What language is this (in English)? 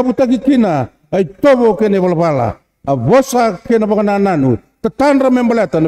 Fijian